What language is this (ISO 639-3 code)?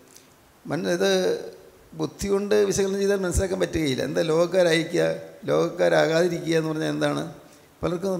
mal